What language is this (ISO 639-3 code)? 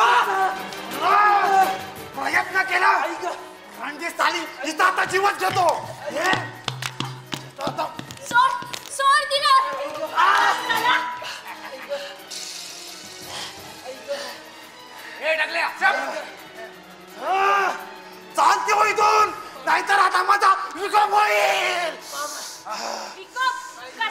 mar